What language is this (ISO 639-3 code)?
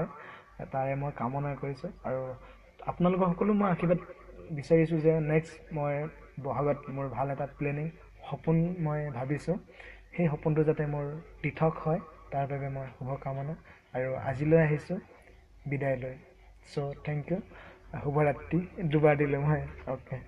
asm